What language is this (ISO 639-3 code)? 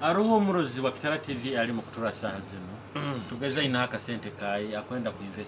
nyo